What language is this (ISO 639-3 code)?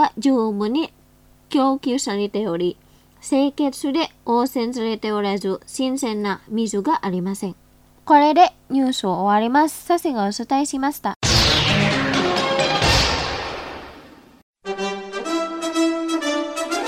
jpn